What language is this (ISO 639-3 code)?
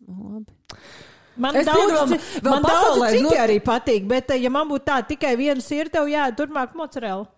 lav